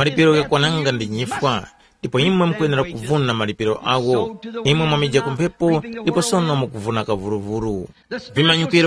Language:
Tumbuka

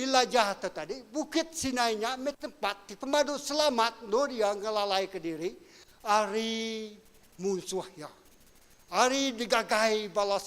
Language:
Iban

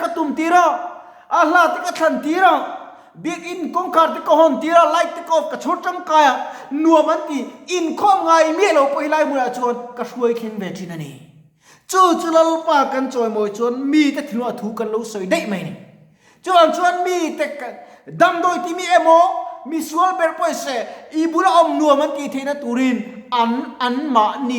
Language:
Mizo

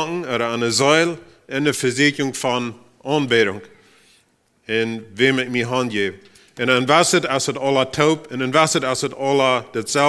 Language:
Plautdietsch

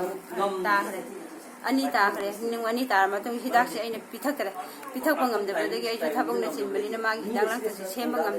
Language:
Manipuri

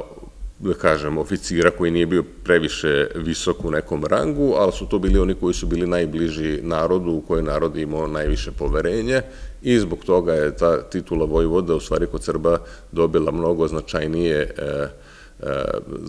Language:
Serbian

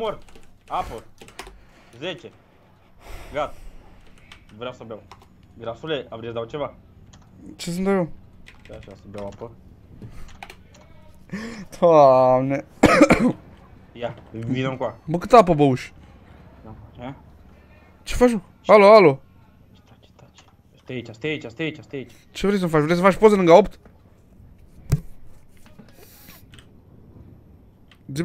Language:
Romanian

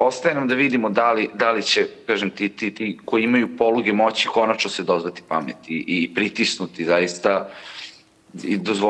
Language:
Serbian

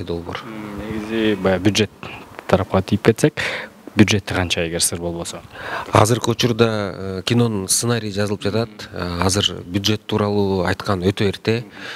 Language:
Kyrgyz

